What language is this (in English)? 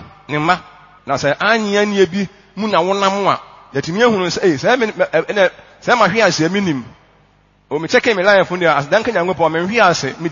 Akan